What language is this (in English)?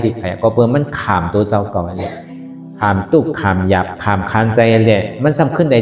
Shan